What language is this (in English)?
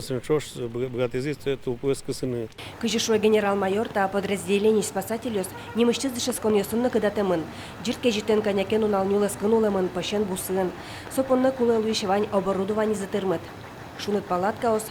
Udmurt